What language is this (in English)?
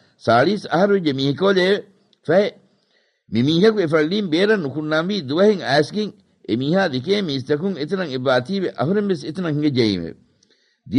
Divehi